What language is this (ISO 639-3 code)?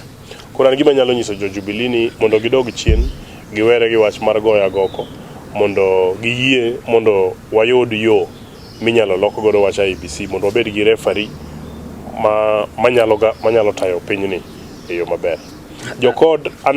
luo